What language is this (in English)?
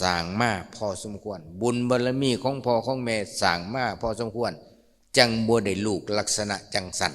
Lao